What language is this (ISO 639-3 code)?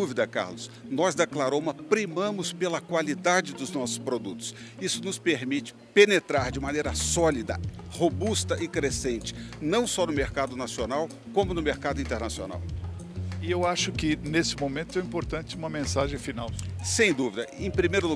por